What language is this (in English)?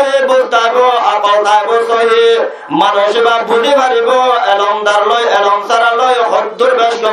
Rohingya